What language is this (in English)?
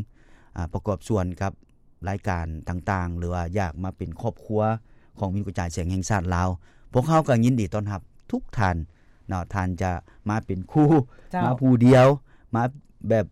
Lao